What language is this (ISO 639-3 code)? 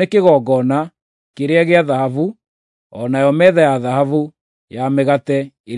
kik